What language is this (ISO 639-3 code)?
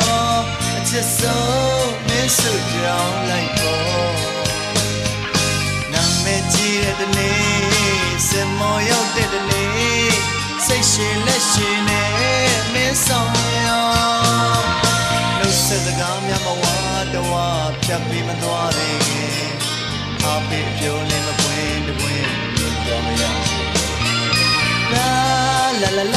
mya